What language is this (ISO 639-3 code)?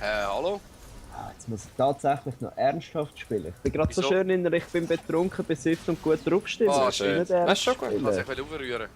gsw